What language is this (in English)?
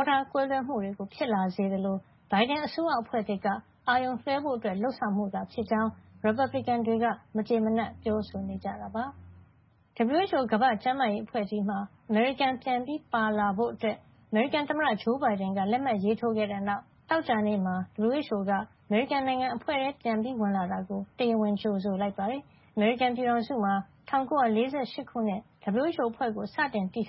Burmese